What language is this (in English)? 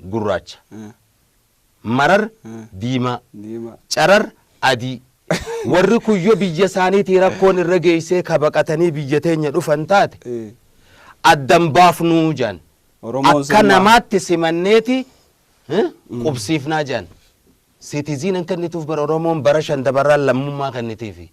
Oromo